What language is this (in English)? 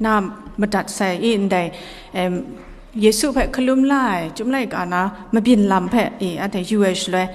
Kachin